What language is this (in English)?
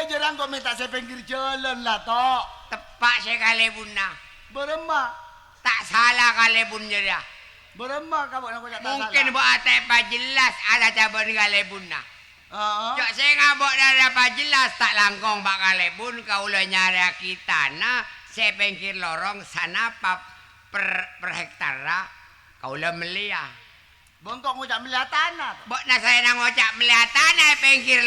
Madurese